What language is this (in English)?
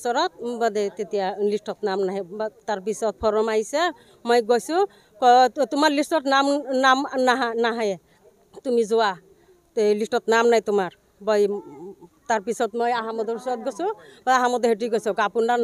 Assamese